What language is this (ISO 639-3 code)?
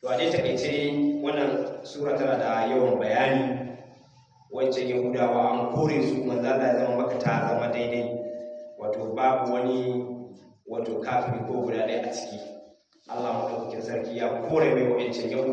hau